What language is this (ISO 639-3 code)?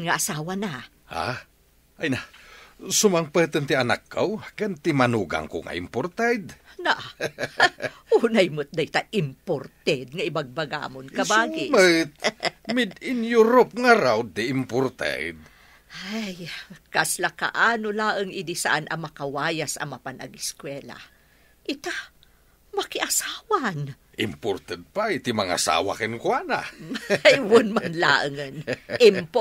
ilo